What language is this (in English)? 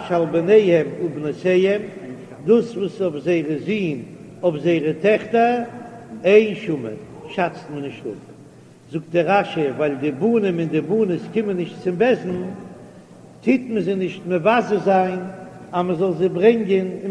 Yiddish